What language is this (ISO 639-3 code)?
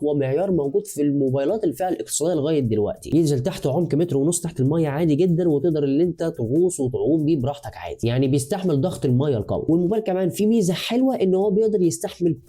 arz